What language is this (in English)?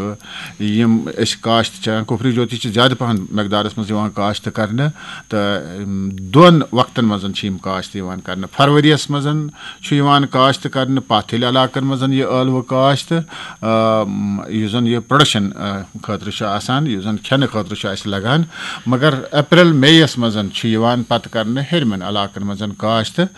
Kashmiri